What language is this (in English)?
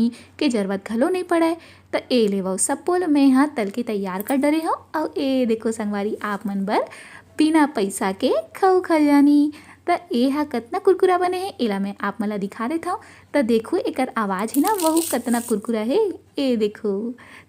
Chhattisgarhi